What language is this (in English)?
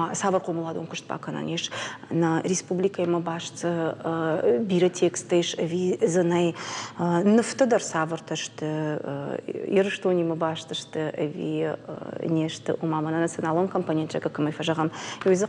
Ossetic